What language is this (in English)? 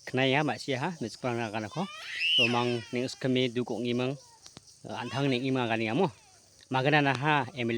Garo